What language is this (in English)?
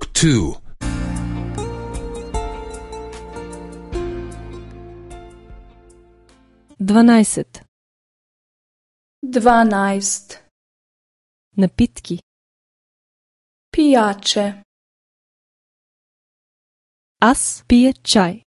Bulgarian